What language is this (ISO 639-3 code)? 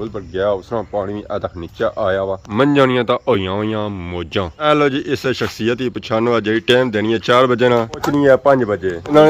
phr